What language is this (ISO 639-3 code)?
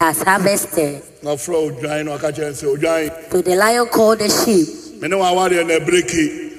aka